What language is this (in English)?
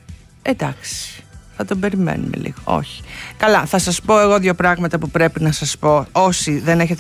Greek